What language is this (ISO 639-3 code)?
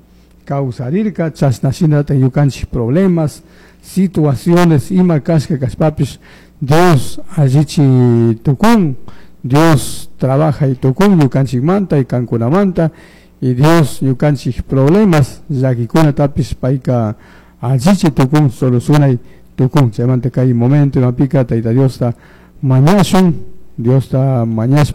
qug